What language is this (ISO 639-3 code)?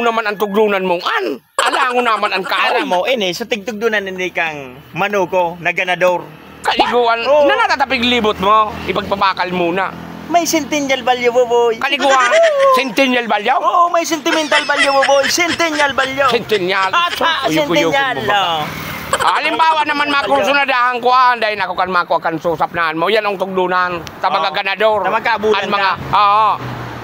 bik